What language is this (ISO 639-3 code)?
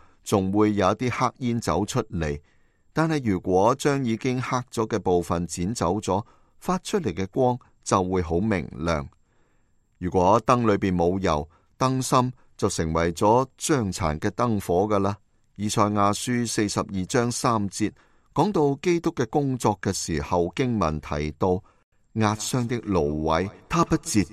yue